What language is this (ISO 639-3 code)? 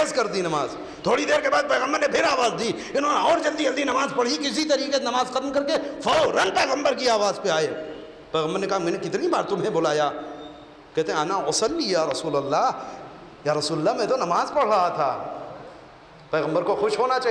urd